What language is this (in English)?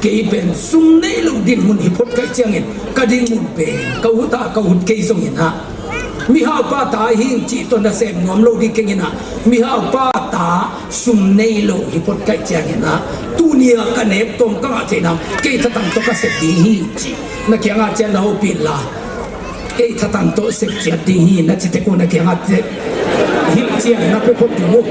Tedim Chin